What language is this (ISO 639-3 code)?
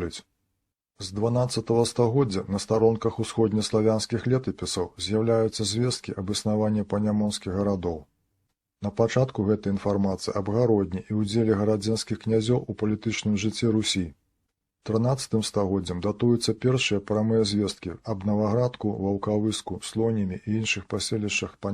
bel